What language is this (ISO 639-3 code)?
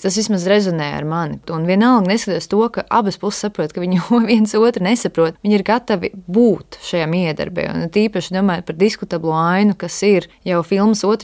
lav